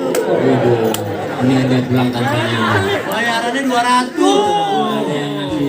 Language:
Betawi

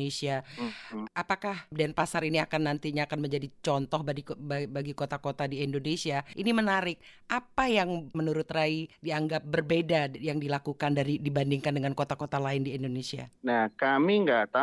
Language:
Indonesian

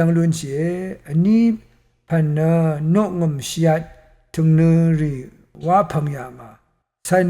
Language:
Rawang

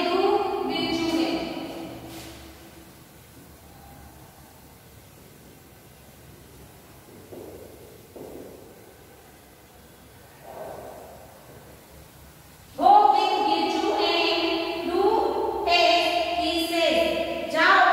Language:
Gujarati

